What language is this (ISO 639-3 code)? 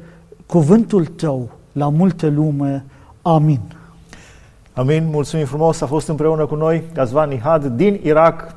ron